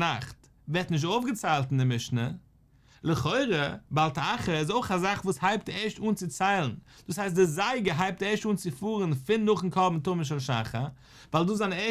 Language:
Yiddish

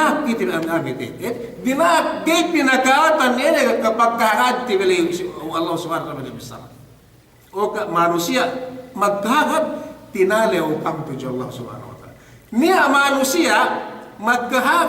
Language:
Yakan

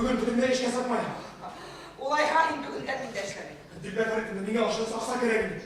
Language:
Bashkir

